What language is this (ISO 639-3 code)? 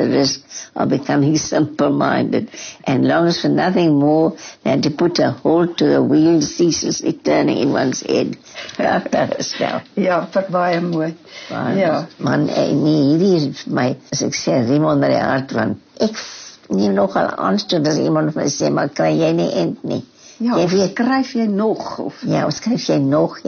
afr